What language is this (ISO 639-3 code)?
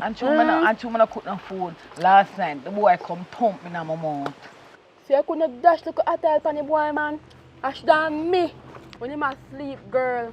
jam